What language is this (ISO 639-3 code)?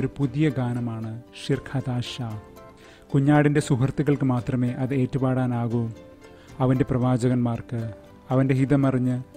mal